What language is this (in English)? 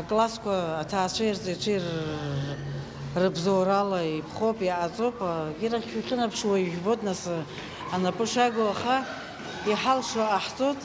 Abkhazian